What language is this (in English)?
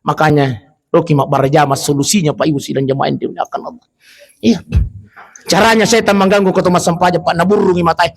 Buginese